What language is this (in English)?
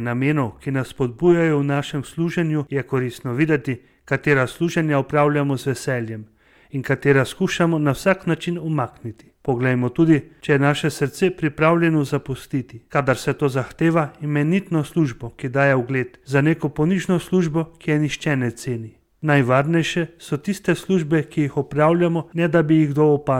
Slovenian